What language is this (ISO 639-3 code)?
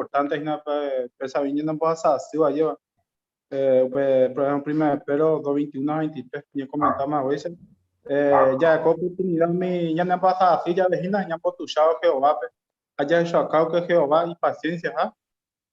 grn